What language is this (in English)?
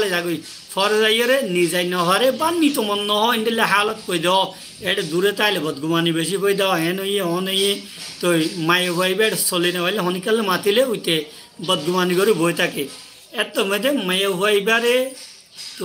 Rohingya